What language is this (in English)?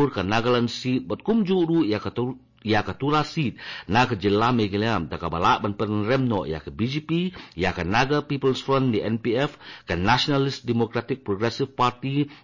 Khasi